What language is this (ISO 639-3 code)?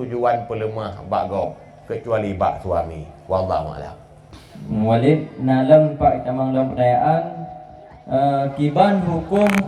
ace